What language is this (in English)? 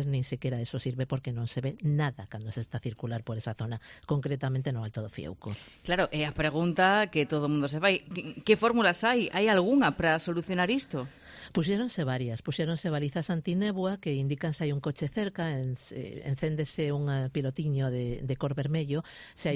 Galician